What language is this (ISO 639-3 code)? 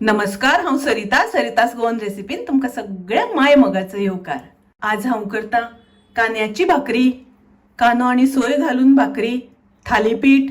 kok